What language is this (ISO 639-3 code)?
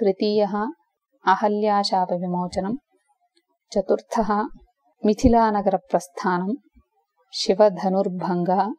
san